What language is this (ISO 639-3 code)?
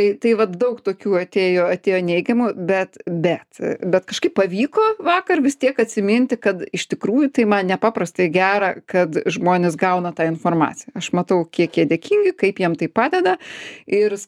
lit